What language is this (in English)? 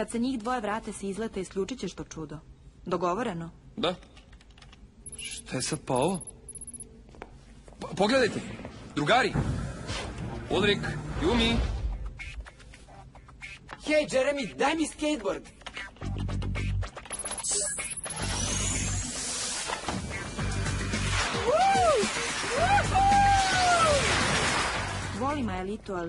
Serbian